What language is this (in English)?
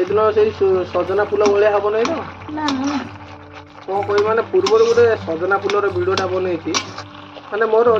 Odia